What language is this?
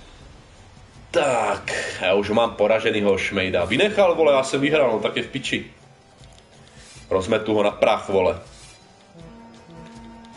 Czech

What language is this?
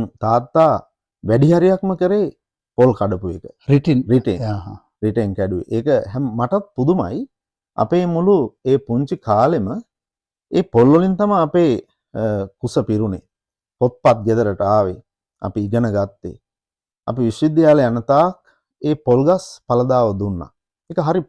Sinhala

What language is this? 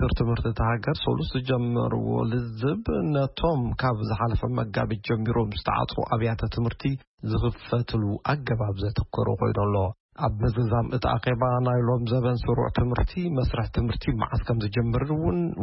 Tigrinya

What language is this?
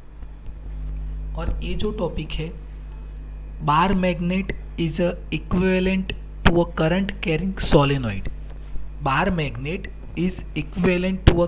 Hindi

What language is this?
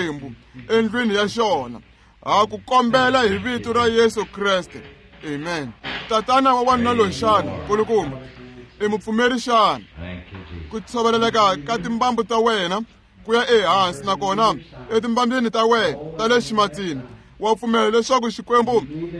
Tsonga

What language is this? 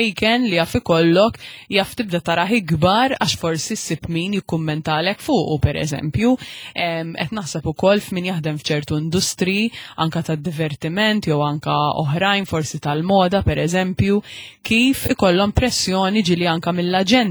Maltese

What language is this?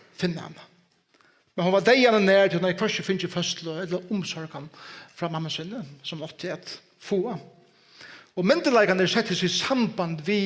Faroese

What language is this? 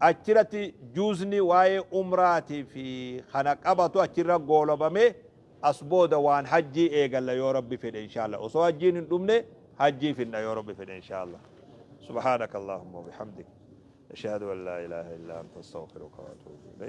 Oromo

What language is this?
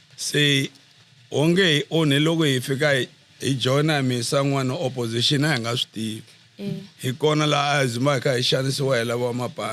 Tsonga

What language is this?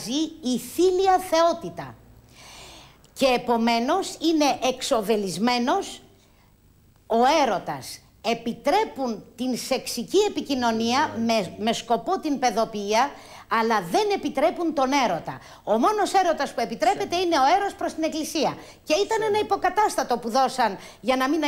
Greek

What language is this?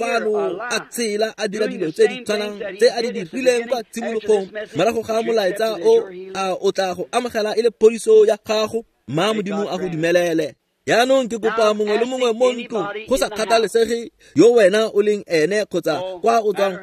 Tswana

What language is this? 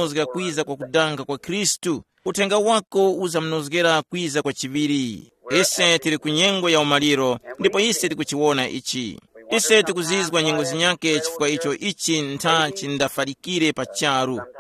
Tumbuka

